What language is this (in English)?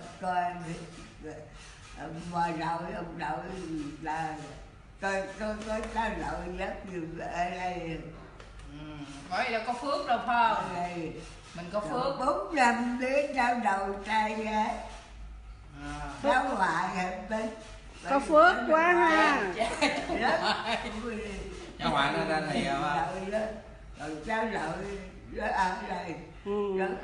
Vietnamese